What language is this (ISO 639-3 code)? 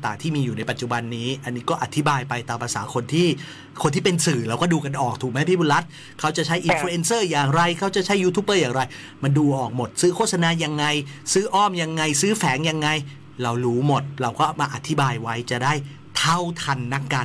tha